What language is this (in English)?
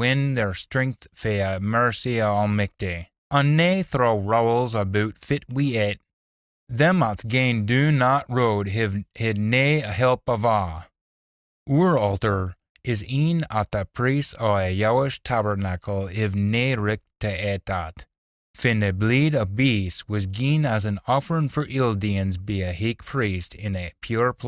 Scots